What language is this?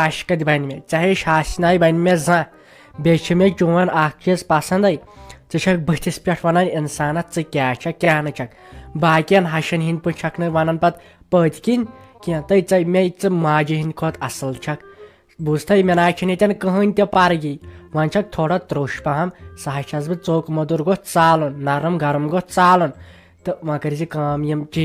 Kashmiri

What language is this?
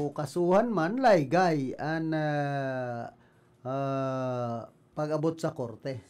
Bikol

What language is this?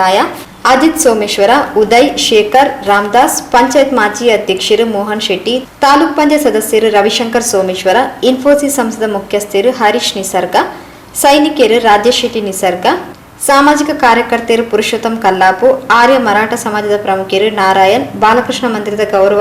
Tulu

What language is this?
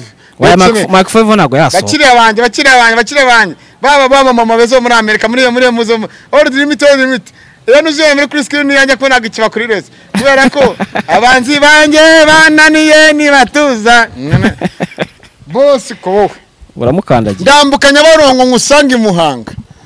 Kinyarwanda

